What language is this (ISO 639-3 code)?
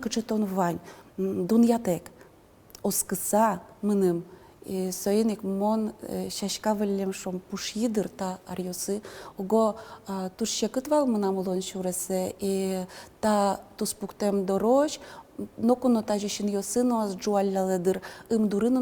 udm